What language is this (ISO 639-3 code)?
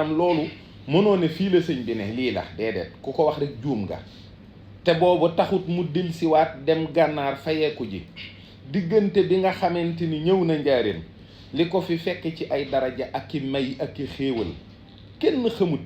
wol